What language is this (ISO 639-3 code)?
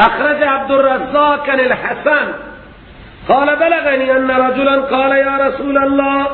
fas